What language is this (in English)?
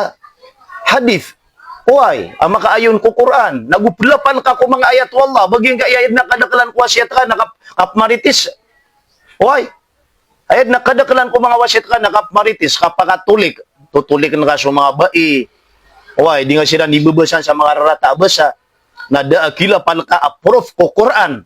Maranao